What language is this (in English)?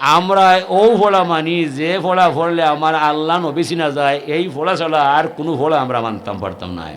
Sylheti